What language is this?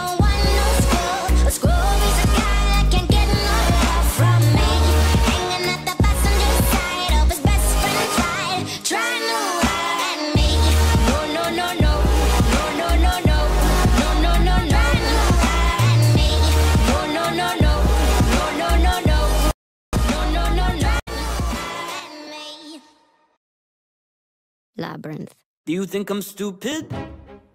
English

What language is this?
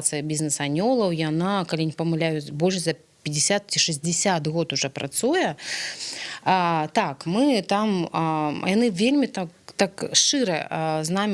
Belarusian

